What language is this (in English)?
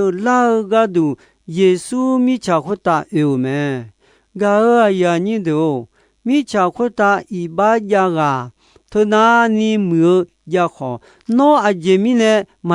Akha